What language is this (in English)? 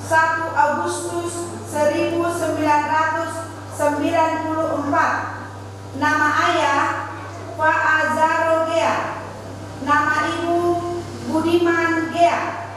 Nias